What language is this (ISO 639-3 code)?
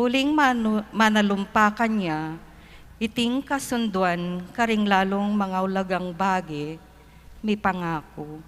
pam